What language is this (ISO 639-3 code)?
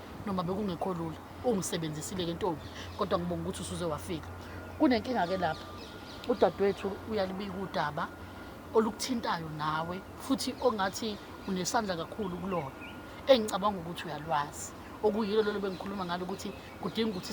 zul